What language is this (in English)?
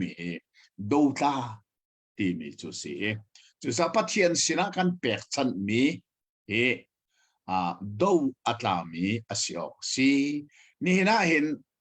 Hakha Chin